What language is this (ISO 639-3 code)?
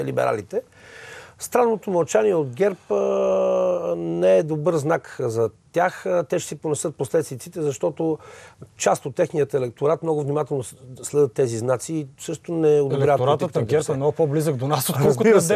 bul